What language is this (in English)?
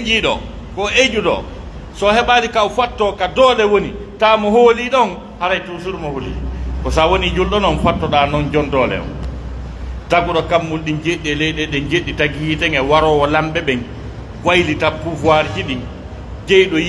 Pular